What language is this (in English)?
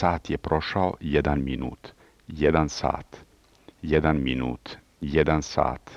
Serbian